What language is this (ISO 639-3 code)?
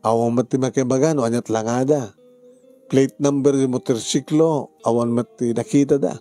ilo